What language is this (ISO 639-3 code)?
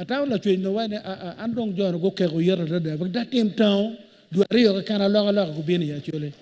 ach